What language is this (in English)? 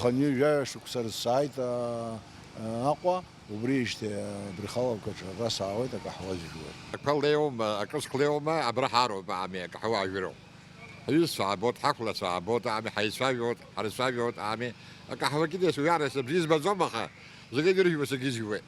Abkhazian